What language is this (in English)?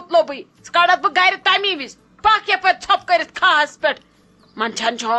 Kashmiri